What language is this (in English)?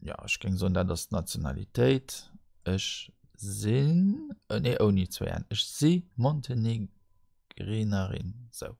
Luxembourgish